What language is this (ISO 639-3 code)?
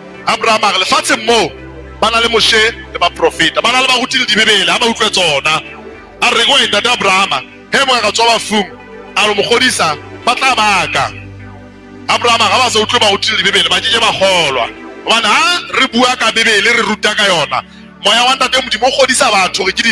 sot